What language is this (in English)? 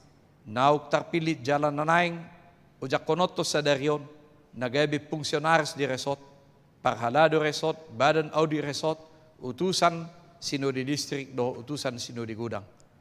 Batak Toba